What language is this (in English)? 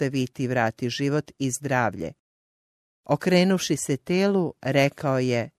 Croatian